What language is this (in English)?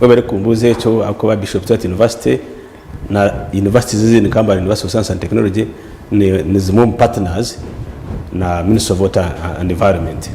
Nyankole